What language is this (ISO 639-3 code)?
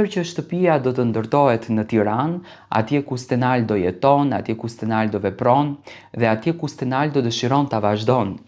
sqi